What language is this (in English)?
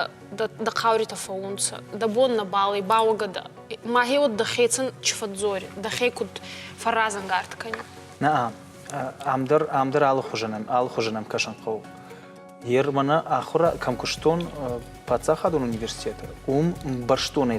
Ossetic